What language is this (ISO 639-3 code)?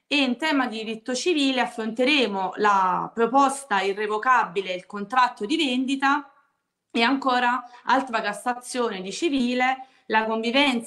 ita